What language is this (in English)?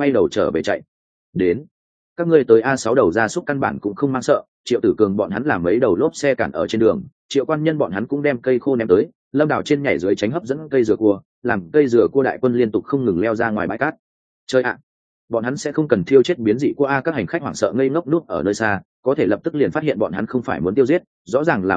Vietnamese